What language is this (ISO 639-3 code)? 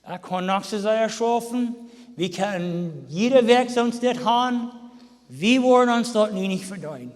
pdt